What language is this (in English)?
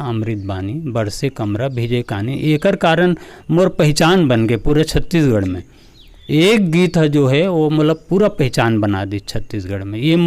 Chhattisgarhi